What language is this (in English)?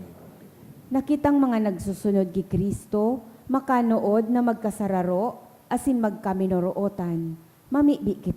Bikol